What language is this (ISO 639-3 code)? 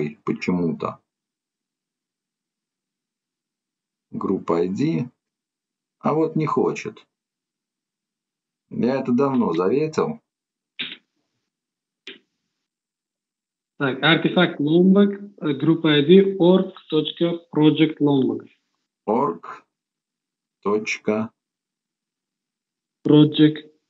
rus